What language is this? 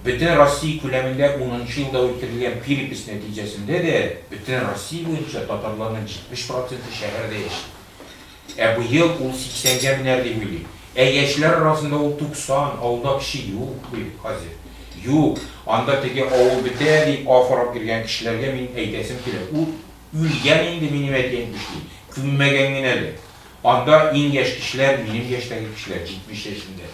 Tatar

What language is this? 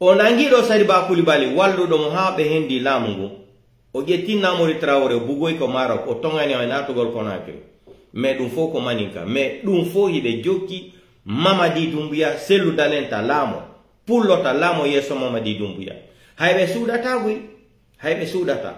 Pular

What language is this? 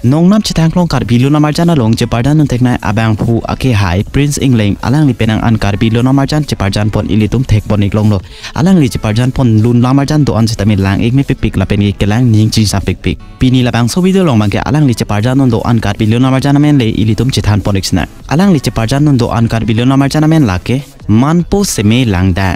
Karbi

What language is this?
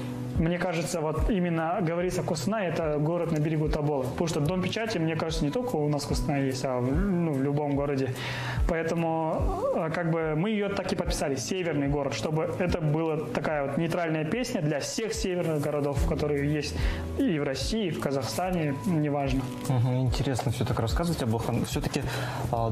Russian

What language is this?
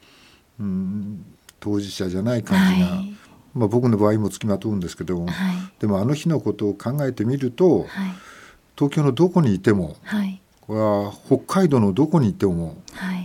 Japanese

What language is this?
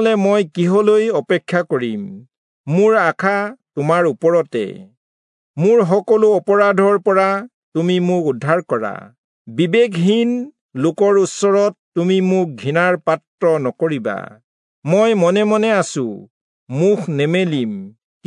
Assamese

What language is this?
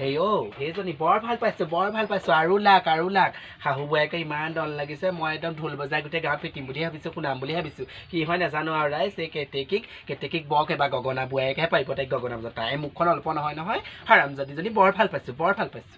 Assamese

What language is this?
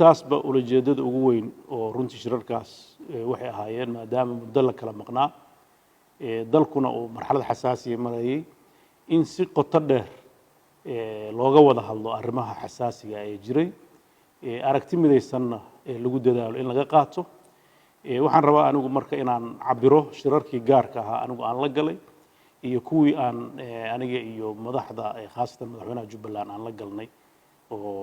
Somali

